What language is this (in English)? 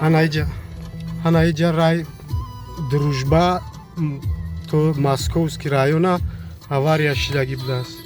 Tajik